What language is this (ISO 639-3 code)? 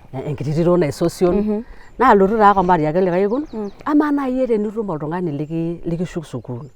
mas